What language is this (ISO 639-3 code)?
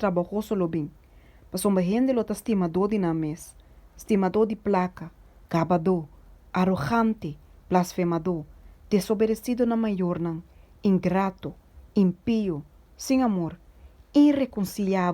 pap